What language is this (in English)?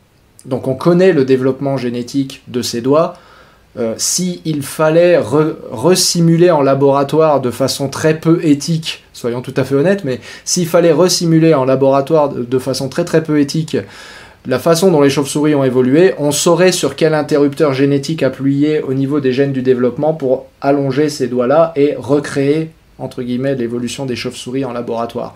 French